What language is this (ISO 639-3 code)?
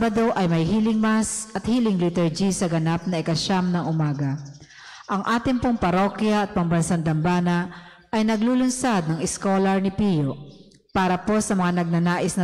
fil